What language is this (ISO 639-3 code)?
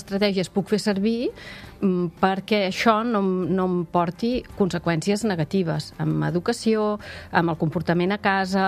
cat